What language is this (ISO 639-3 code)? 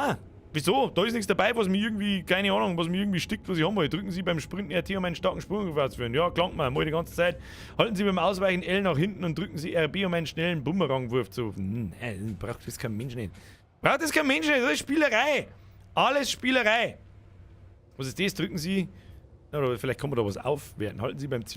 bar